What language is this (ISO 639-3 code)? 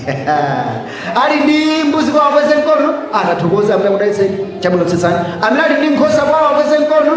nya